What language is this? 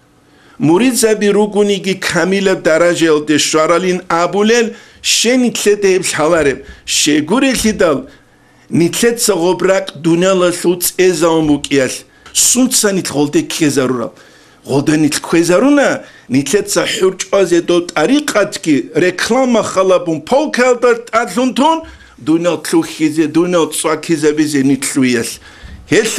Avaric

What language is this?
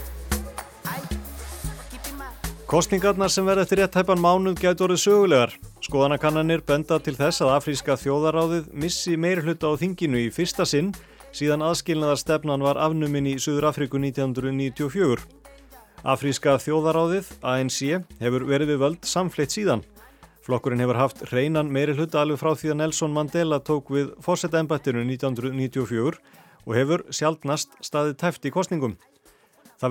Icelandic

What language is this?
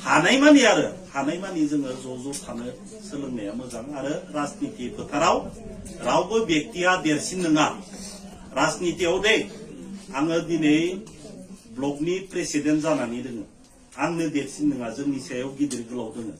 Bodo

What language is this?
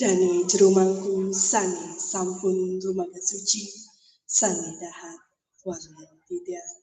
Balinese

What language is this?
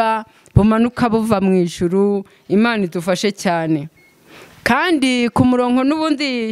Kinyarwanda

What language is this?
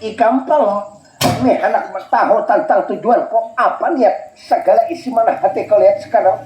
Banjar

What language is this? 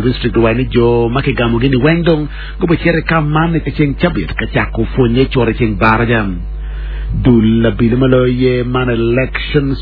Acoli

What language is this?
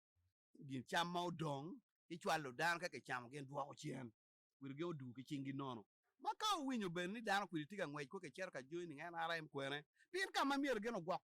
Acoli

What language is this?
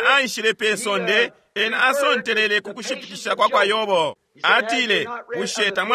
Bemba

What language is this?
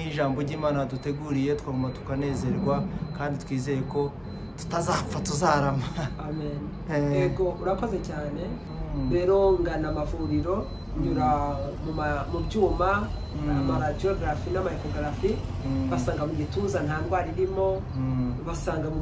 Kinyarwanda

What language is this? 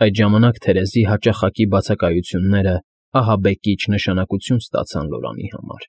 Armenian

